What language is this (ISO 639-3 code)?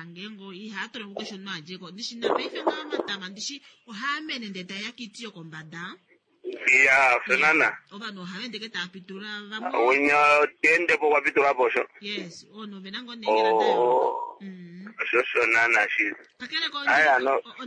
kua